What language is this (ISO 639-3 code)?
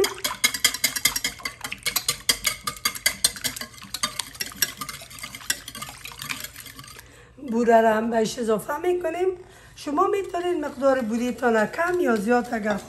fas